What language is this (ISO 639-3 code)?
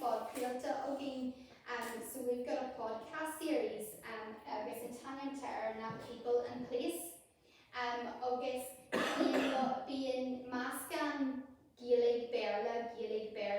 gle